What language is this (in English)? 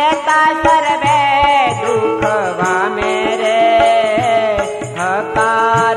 Gujarati